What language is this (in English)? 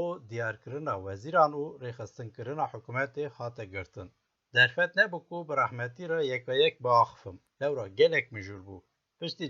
Kurdish